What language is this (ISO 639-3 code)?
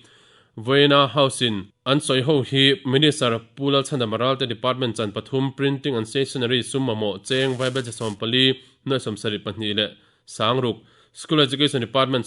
lus